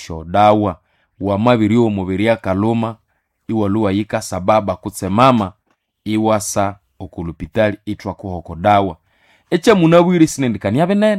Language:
Nande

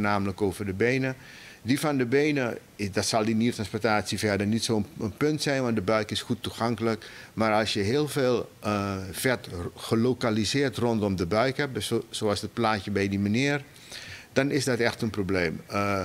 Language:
Dutch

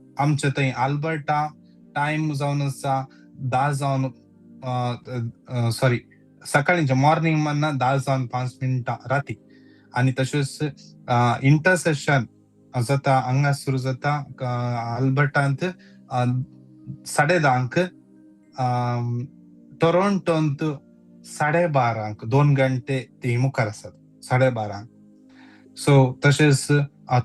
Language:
Konkani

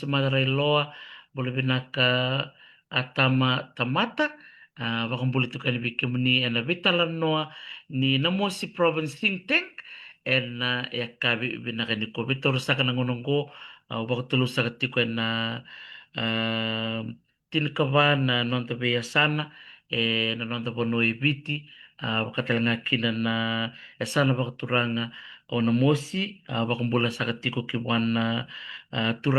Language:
Fijian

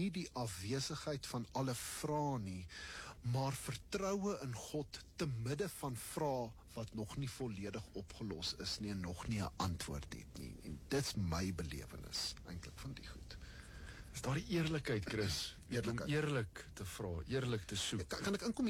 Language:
Afrikaans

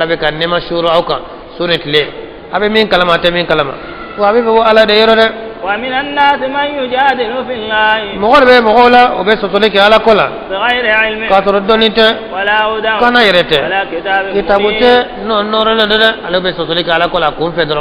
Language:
Bambara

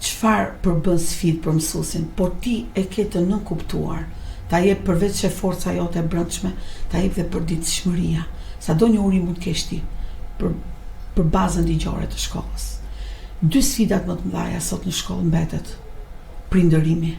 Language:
Albanian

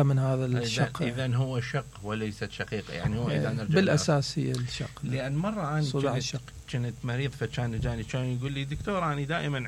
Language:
Mesopotamian Arabic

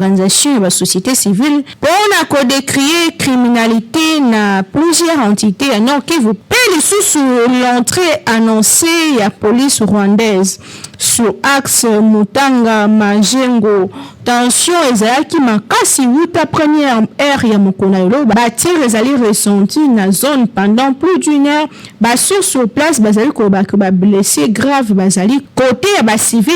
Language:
Lingala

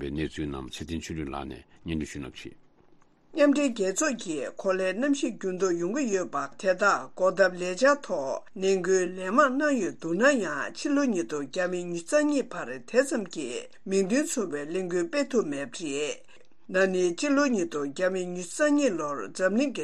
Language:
Tibetan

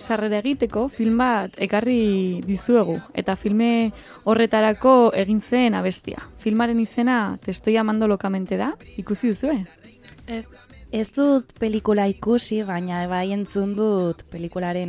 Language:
Basque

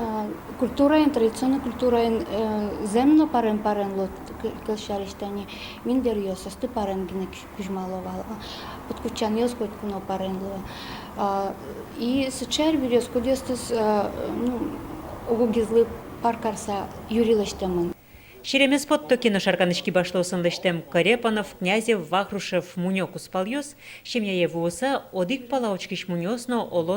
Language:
Udmurt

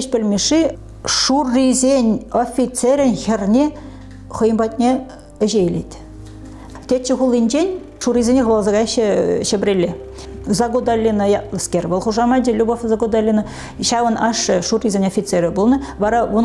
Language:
Chuvash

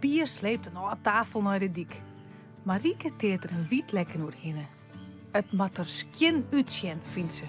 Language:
Western Frisian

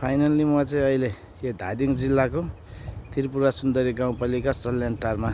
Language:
Nepali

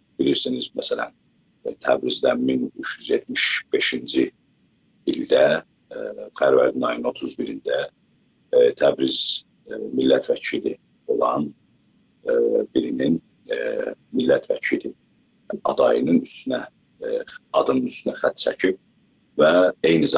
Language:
South Azerbaijani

